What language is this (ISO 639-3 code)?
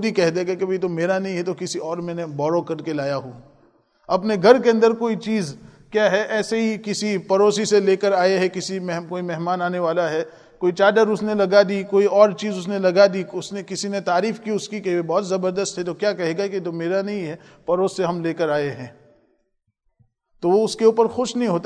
urd